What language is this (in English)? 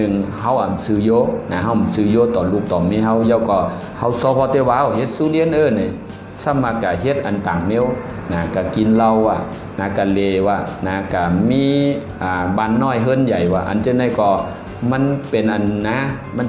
Shan